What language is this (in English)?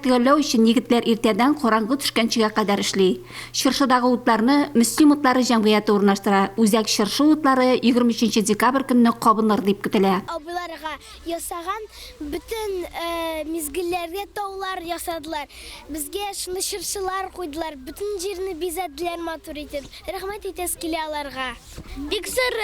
Tatar